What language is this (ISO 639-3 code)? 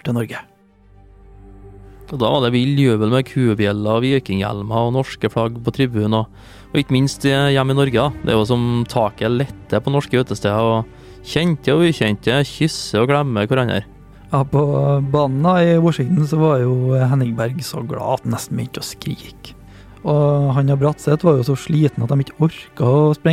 nor